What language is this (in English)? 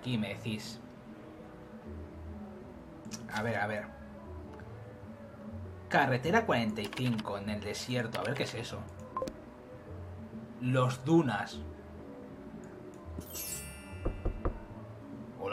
Spanish